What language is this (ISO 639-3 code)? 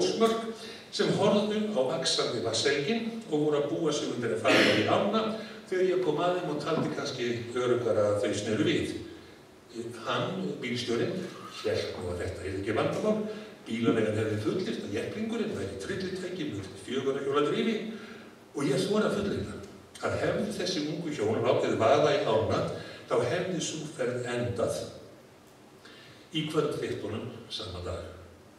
isl